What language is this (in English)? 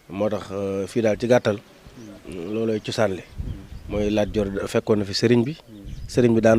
Wolof